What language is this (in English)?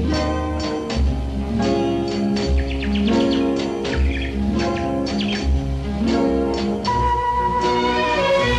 Konkani